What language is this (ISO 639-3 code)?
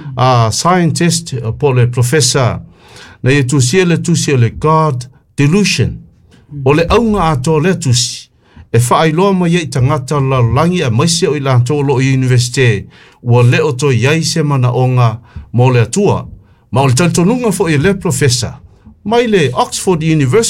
smo